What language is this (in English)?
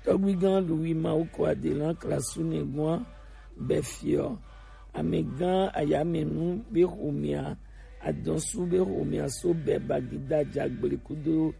Gen